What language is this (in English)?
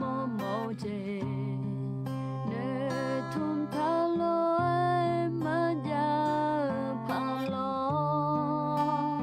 Akha